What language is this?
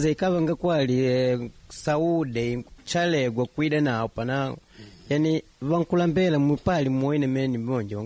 Makonde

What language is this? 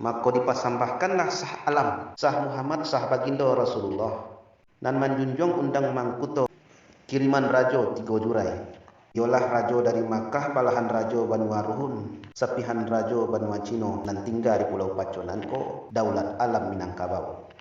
Minangkabau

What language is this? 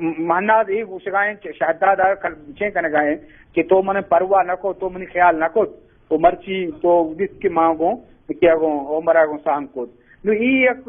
Eastern Balochi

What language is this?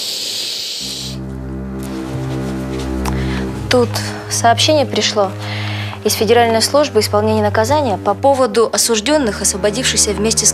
Russian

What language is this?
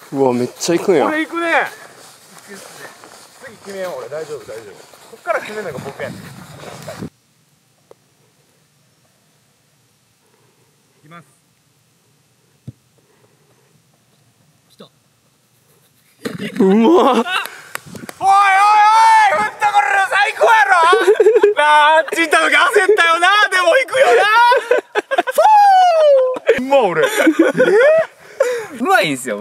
Japanese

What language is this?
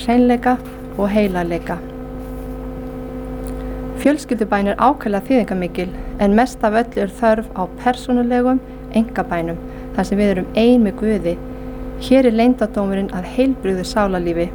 Icelandic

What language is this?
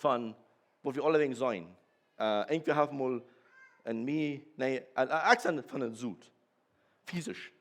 Plautdietsch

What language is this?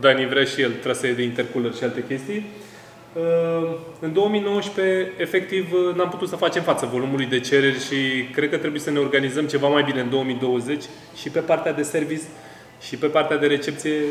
Romanian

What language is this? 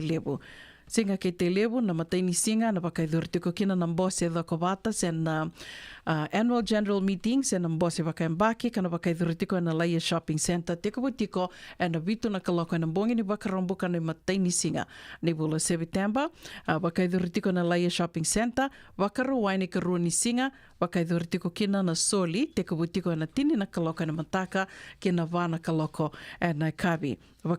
Fijian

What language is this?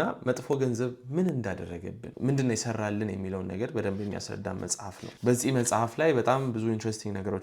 Amharic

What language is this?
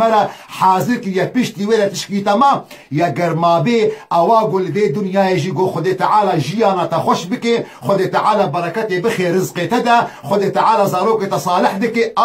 Kurdish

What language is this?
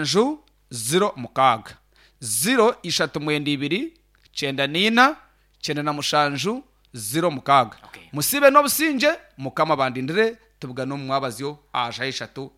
Nyankole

